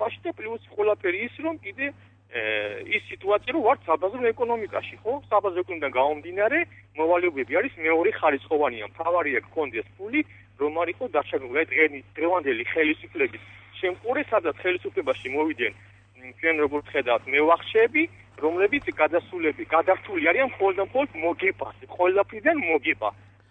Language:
Georgian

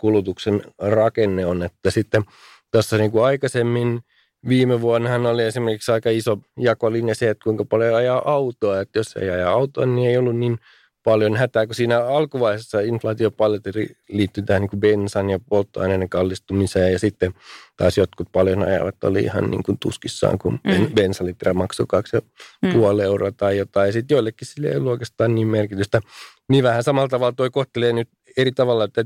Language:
Finnish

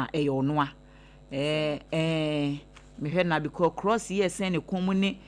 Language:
Akan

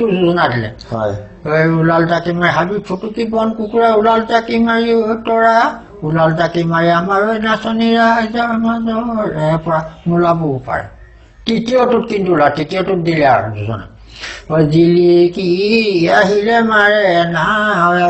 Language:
Assamese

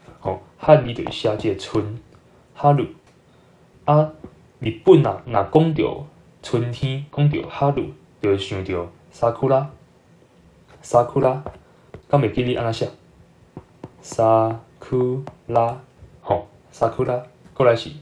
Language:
Min Nan Chinese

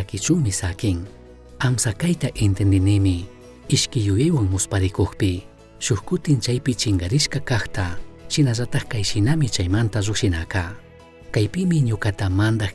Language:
Chimborazo Highland Quichua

